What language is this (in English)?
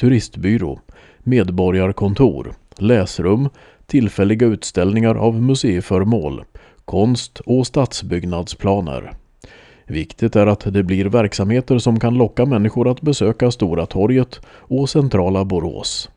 Swedish